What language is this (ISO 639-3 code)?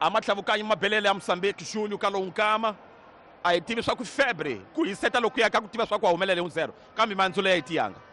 tso